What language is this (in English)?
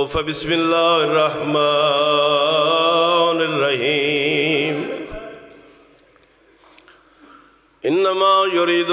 Western Panjabi